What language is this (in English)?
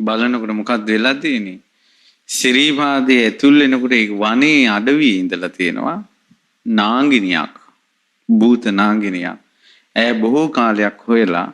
Sinhala